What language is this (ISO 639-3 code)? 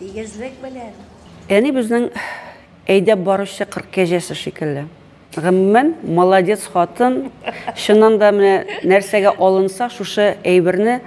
tat